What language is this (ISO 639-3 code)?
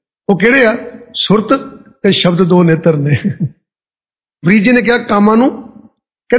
pan